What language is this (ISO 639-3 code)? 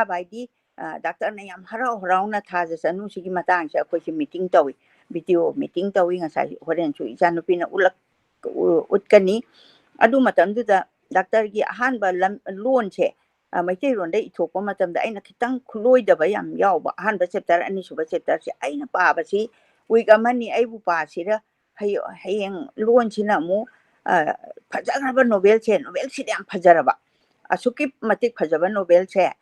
mni